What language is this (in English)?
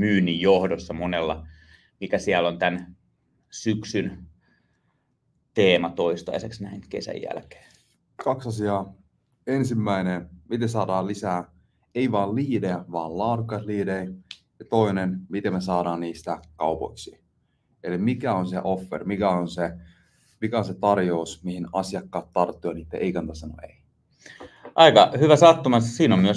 Finnish